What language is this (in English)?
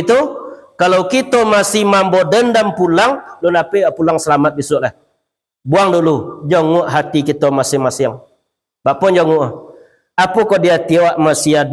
Minangkabau